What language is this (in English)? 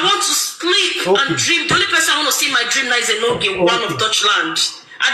Nigerian Pidgin